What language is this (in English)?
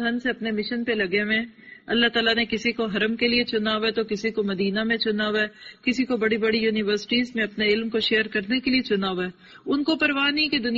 Urdu